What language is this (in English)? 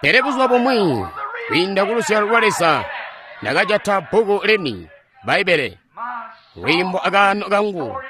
Tonga (Zambia)